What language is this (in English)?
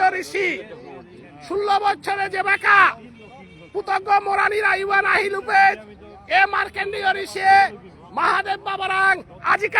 Bishnupriya